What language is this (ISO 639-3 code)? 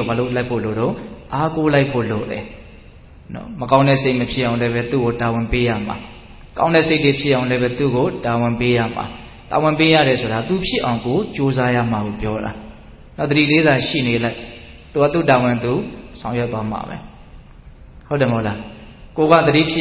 mya